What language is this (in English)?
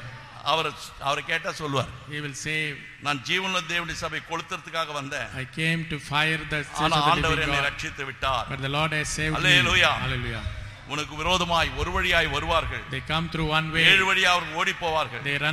Tamil